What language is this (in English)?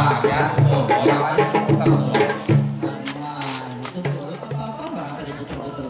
Betawi